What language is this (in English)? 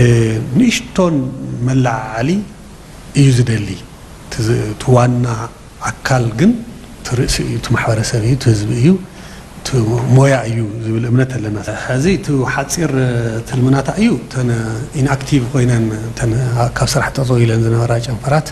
Tigrinya